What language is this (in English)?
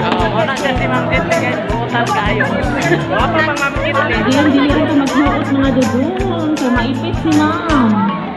Cebuano